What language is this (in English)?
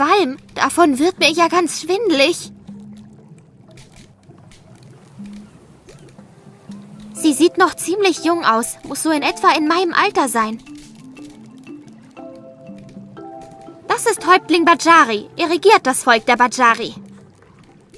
German